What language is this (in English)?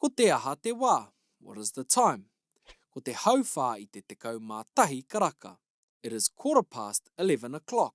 Māori